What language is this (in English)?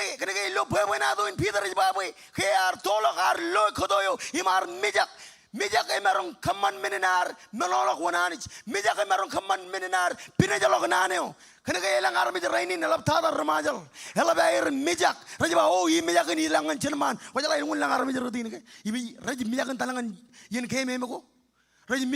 Marshallese